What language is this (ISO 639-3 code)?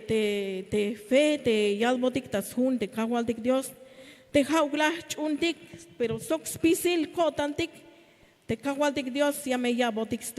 tzh